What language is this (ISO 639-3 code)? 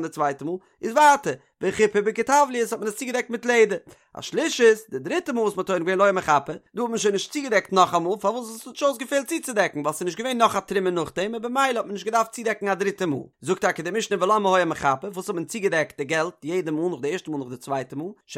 yid